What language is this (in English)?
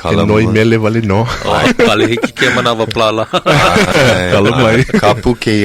Hawaiian